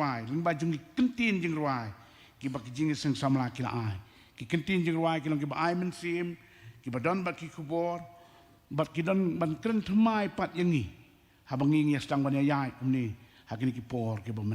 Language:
Khasi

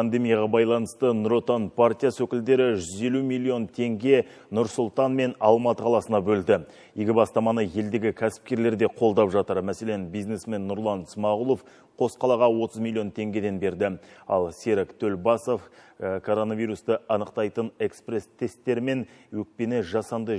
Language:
Kazakh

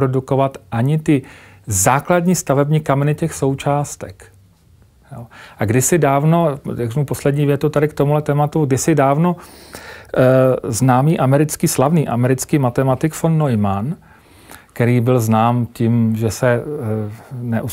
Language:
Czech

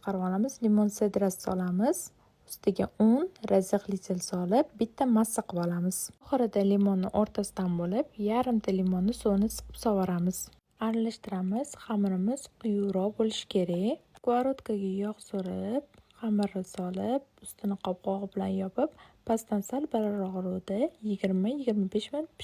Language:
Uzbek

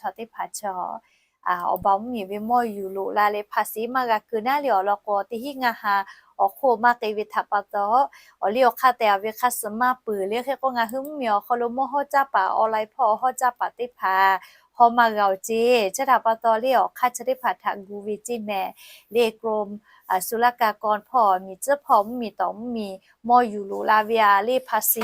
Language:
Lahu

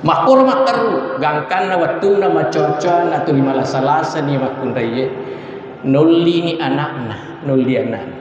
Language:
Buginese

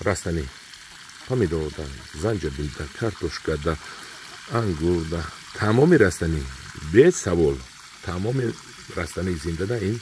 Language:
Tajik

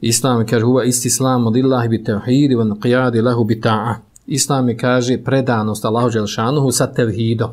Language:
Bosnian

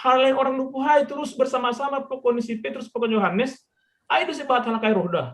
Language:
Batak Simalungun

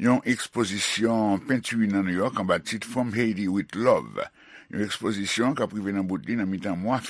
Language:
Haitian Creole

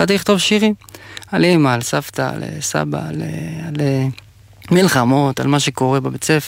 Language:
Hebrew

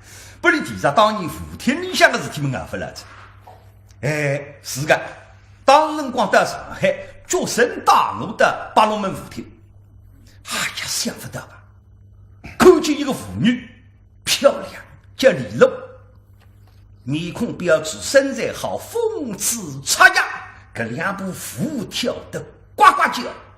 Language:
Wu Chinese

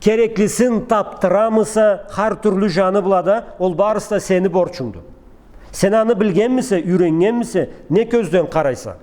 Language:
Karachay-Balkar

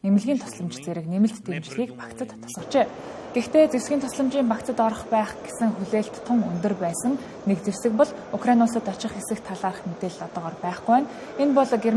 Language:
Mongolian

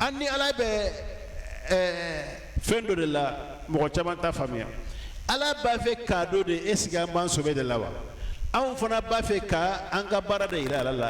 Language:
Bambara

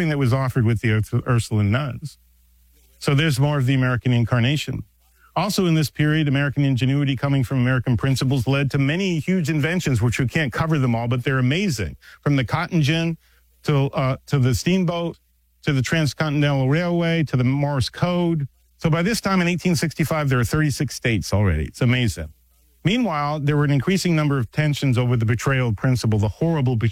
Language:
English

